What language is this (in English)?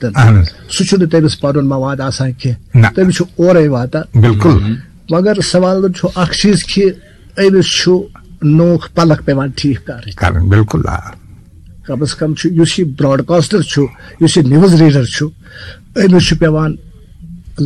Kashmiri